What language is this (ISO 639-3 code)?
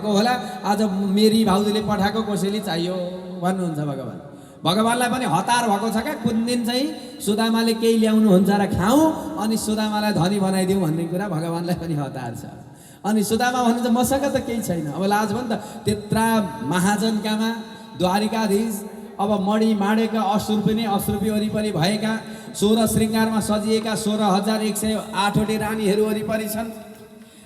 nep